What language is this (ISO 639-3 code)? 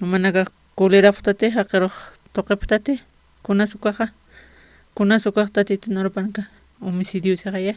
aym